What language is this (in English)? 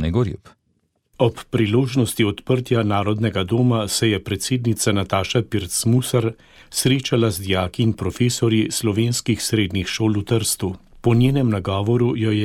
Slovenian